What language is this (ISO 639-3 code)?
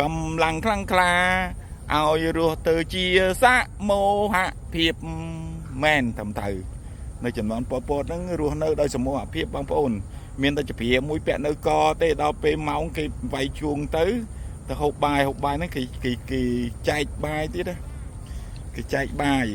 khm